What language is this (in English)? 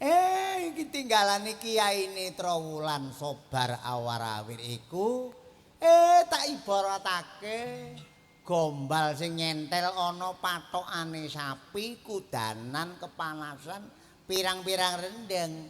Javanese